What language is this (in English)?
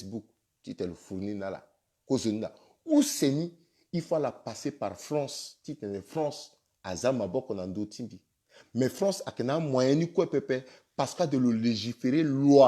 Sango